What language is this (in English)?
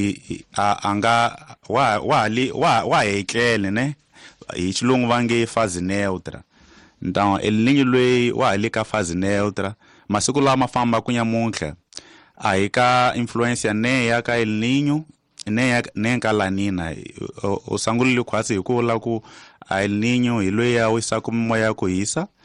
Tsonga